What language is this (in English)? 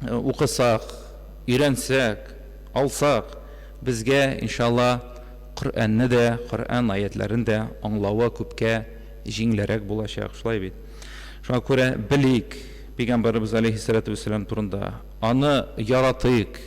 Tatar